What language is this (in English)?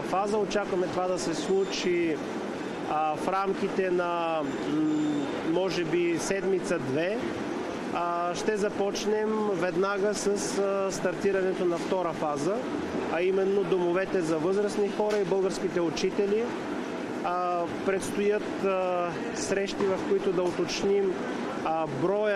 Bulgarian